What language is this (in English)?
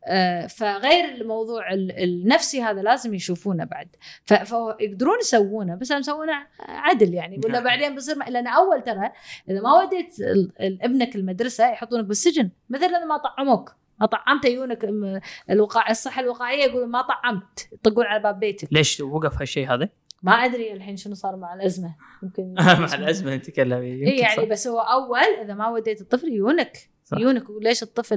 Gulf Arabic